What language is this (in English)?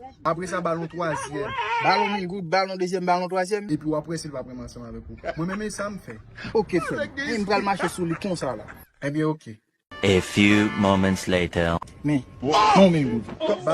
Haitian Creole